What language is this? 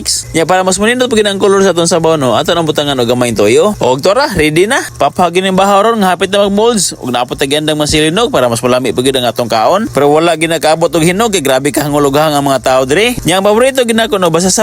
Cebuano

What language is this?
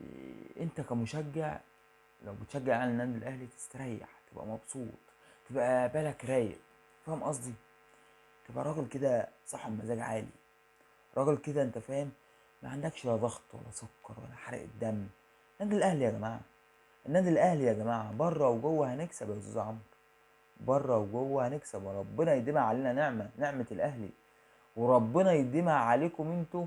Egyptian Arabic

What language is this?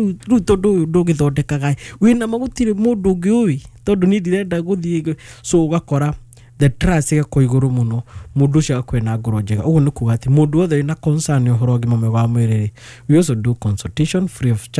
Kikuyu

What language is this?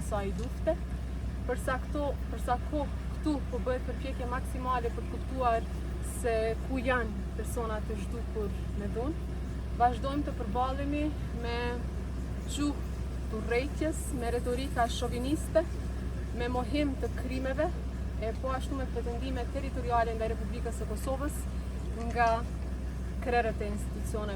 Albanian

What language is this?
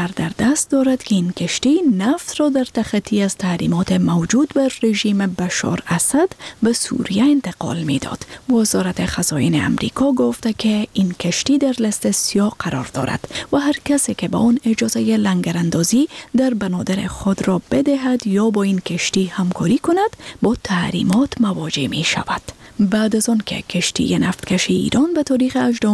Persian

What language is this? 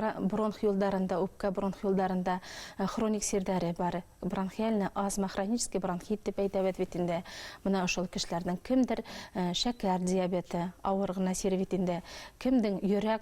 Bashkir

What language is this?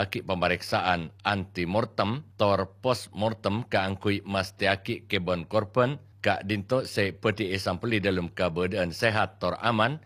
Madurese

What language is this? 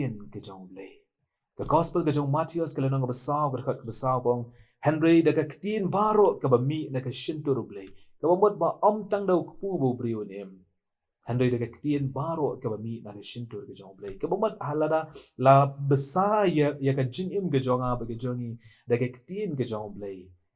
Khasi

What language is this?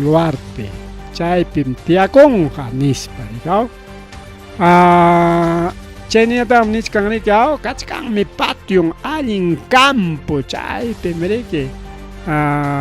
Ayacucho Quechua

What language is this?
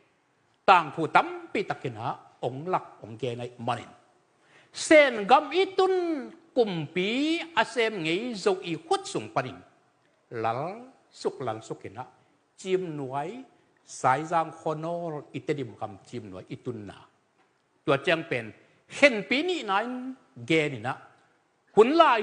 Tedim Chin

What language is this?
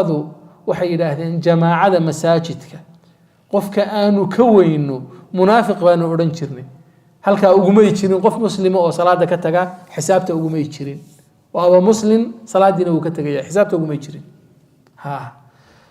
Somali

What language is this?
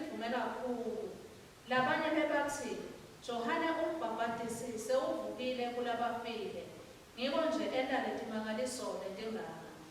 Swati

